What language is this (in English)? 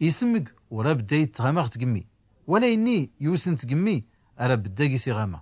Tachelhit